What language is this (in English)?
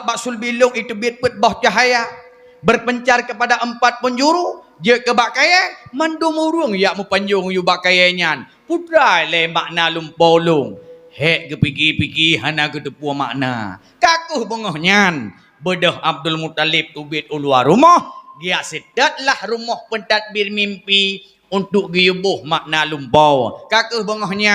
Achinese